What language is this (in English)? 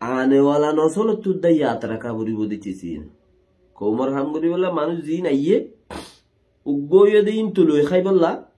Rohingya